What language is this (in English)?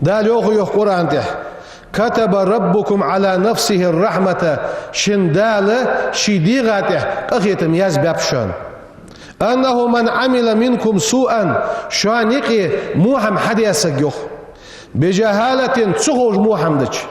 Ingush